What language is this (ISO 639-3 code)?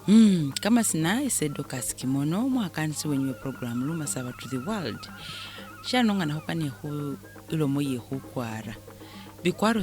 myx